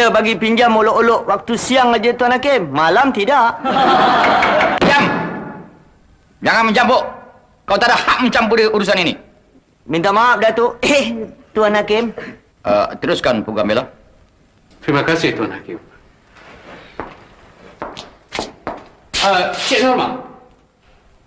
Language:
Malay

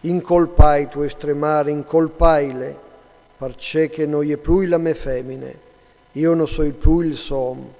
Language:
Friulian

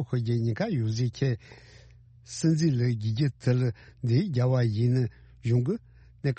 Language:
Tibetan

